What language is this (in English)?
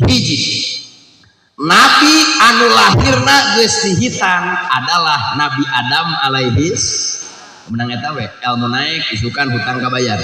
Sundanese